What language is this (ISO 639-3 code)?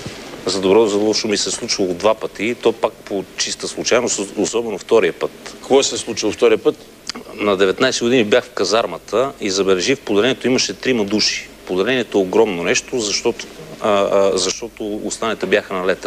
bul